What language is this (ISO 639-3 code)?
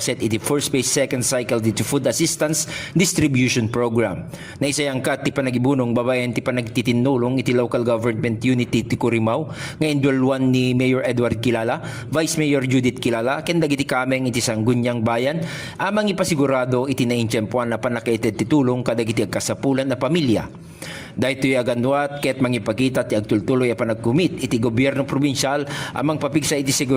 ilo